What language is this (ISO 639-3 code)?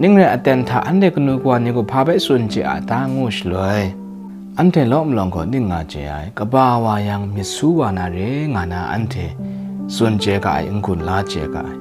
kac